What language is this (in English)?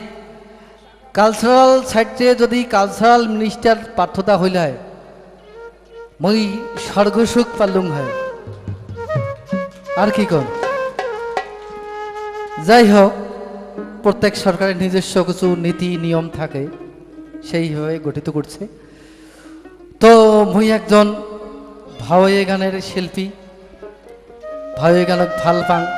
Bangla